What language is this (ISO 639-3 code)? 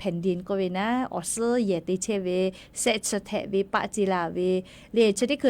lhu